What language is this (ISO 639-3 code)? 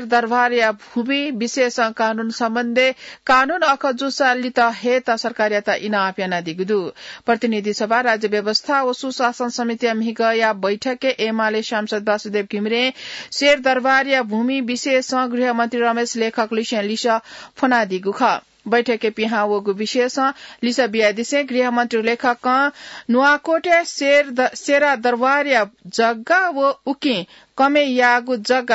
new